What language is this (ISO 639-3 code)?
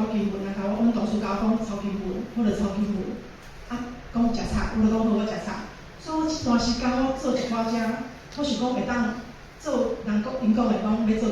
nan